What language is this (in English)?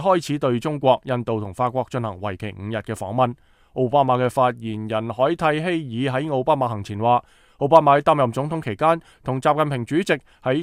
Cantonese